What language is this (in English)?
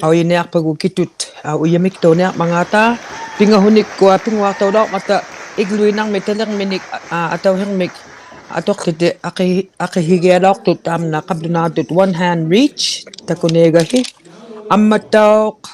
Inuktitut